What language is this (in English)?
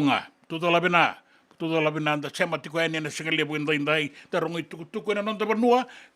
Fijian